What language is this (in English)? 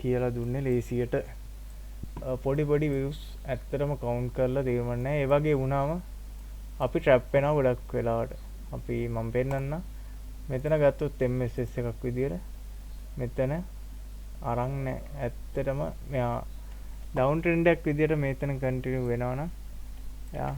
Sinhala